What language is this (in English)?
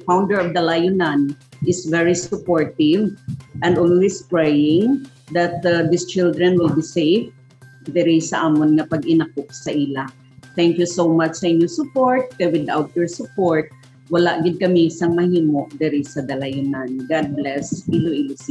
Hiligaynon